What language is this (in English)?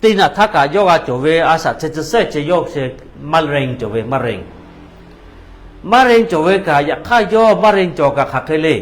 Lahu